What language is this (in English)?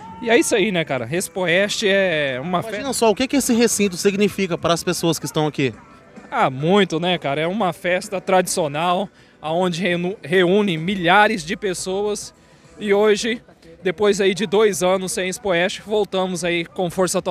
Portuguese